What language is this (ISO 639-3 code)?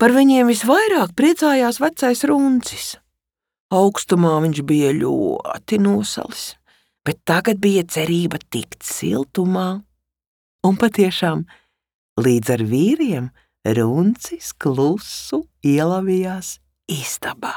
lav